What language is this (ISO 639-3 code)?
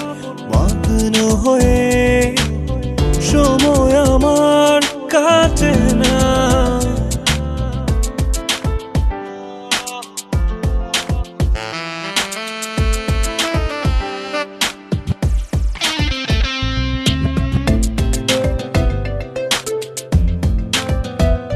ben